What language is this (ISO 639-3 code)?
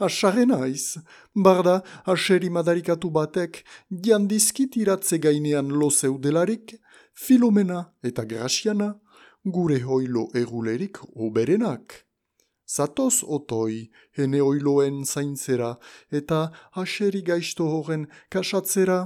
eus